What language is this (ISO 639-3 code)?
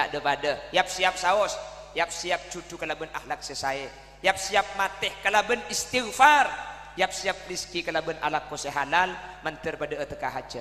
mad